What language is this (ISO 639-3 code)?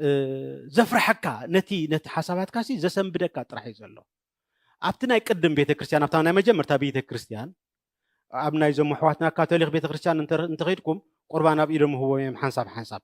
tir